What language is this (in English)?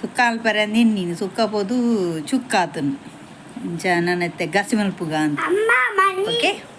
Tulu